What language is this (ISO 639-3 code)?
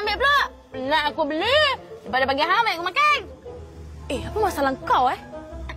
msa